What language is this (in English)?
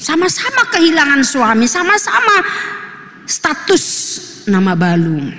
Batak Toba